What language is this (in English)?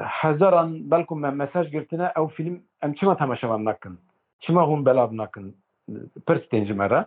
Kurdish